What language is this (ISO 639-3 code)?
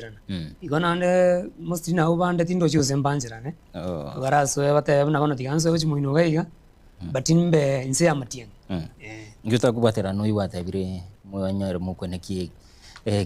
guz